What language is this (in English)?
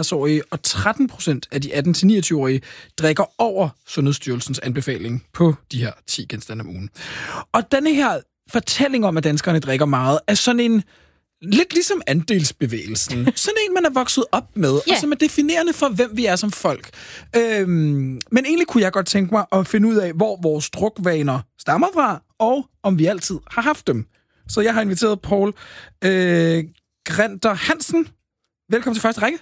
Danish